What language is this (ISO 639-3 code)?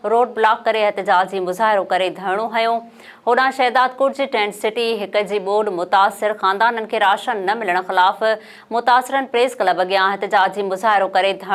snd